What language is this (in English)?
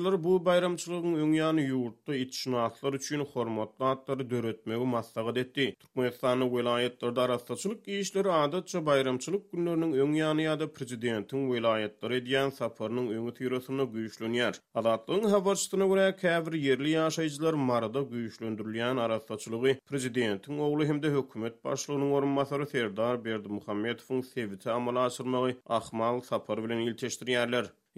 Turkmen